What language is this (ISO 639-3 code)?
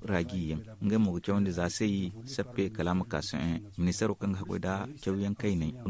dje